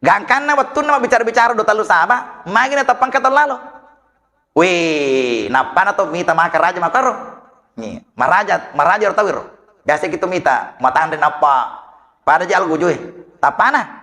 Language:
Buginese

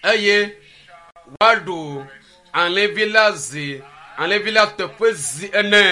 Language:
Ewe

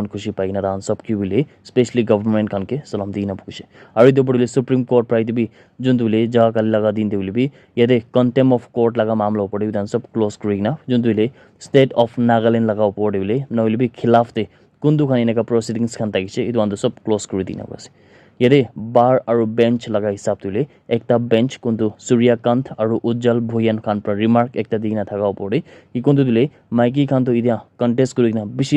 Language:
Naga Pidgin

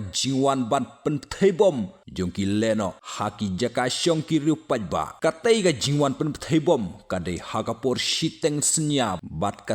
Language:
Khasi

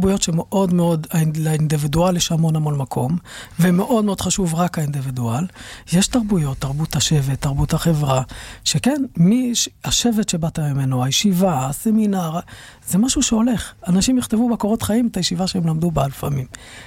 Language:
Hebrew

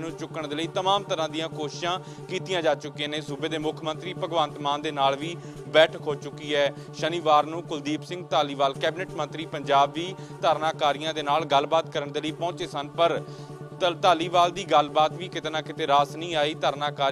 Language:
Punjabi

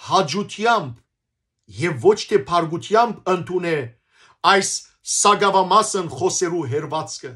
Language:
Western Armenian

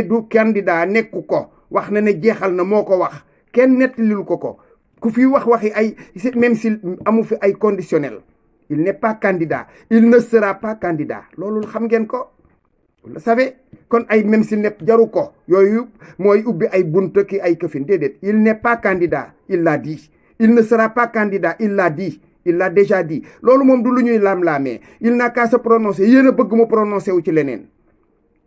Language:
Wolof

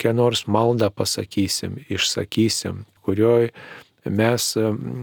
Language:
Lithuanian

